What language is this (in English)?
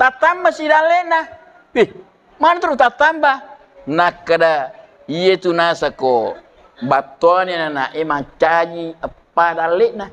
Buginese